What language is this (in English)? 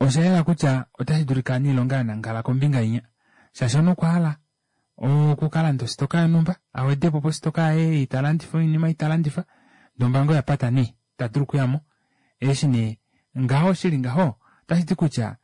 Kuanyama